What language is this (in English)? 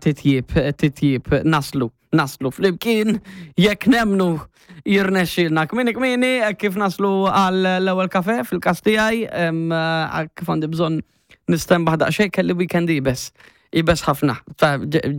Maltese